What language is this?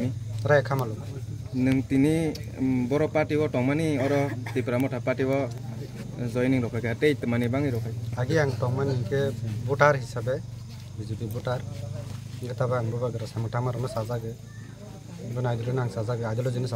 Kok Borok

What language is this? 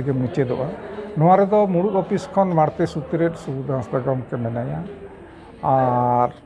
Santali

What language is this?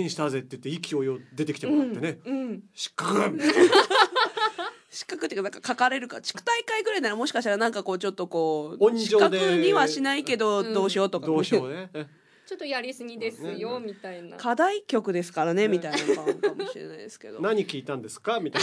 Japanese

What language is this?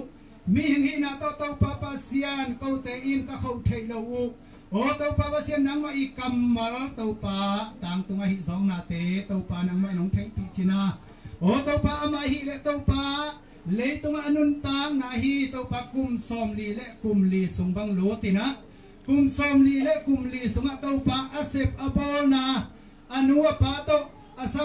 Tedim Chin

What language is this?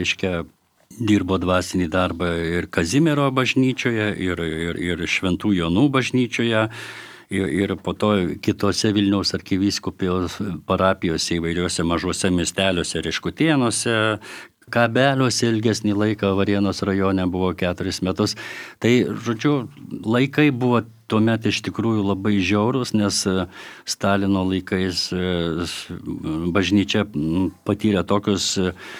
Lithuanian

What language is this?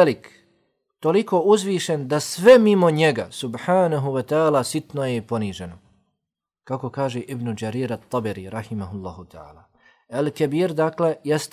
Bosnian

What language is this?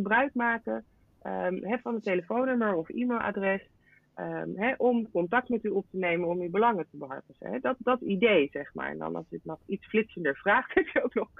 Dutch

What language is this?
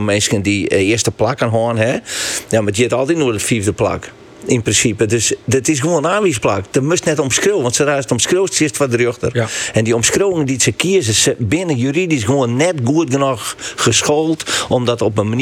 Western Frisian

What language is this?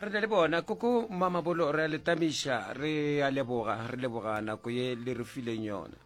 Northern Sotho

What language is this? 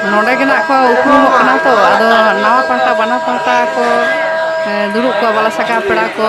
Santali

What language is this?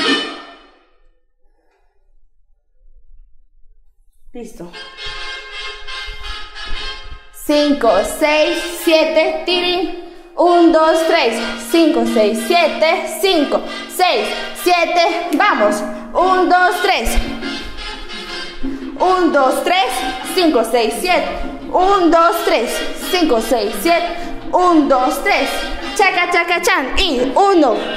Spanish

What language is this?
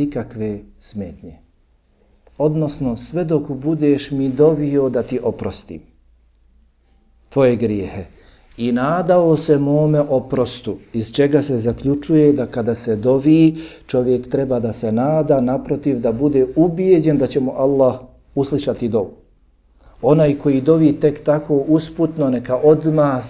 Bosnian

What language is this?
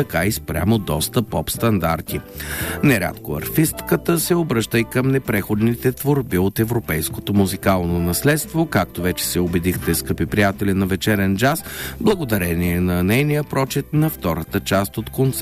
Bulgarian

